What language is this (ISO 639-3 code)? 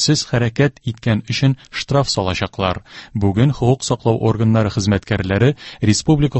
tat